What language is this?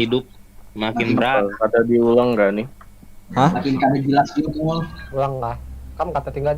Banjar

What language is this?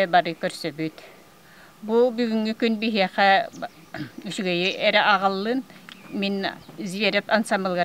Yakut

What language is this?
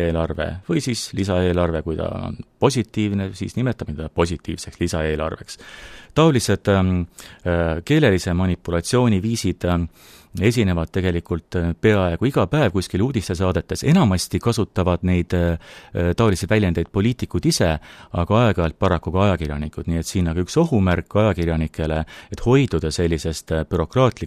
Estonian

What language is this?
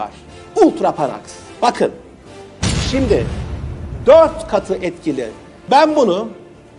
Turkish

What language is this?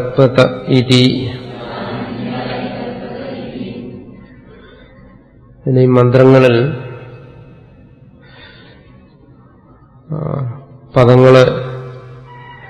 Malayalam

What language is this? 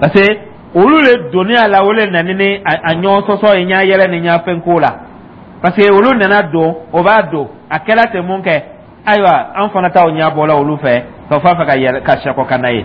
Dyula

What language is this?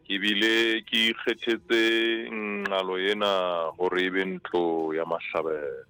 Southern Sotho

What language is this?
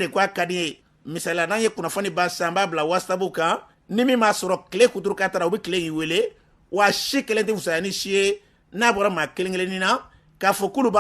Bambara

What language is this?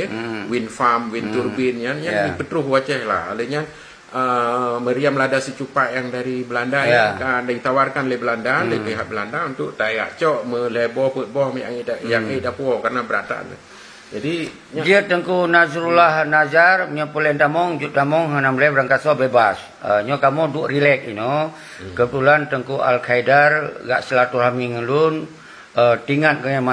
Achinese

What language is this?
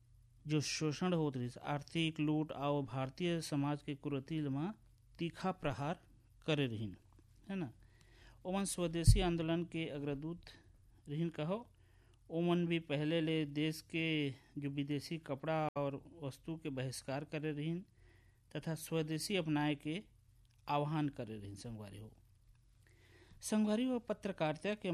Chhattisgarhi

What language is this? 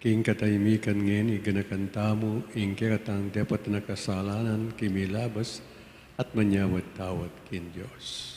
Pampanga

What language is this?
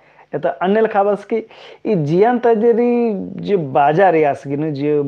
Kurukh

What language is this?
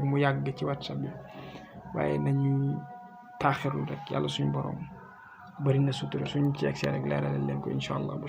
Wolof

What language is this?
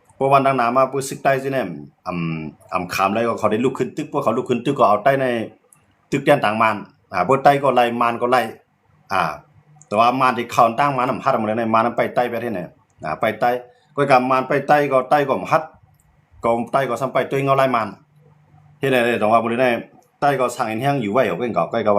Shan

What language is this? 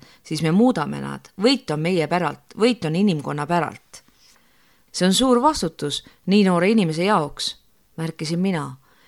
Estonian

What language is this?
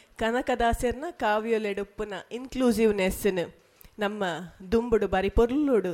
Tulu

